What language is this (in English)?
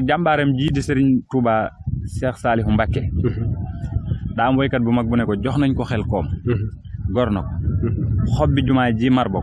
Wolof